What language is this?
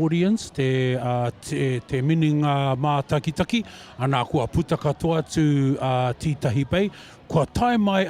Māori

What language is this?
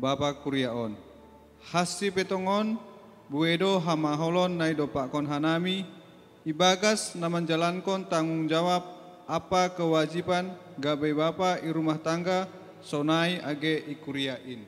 Batak Simalungun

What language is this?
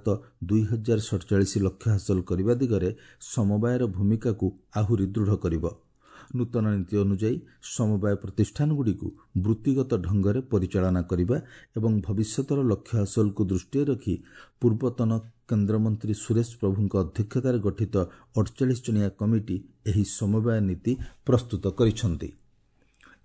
Odia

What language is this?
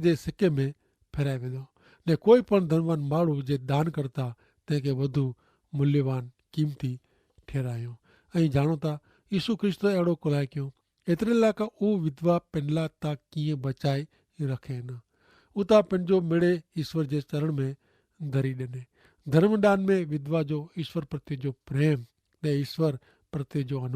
Kachhi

